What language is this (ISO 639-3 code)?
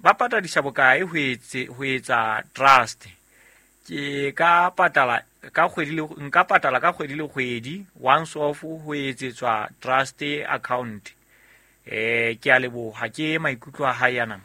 sot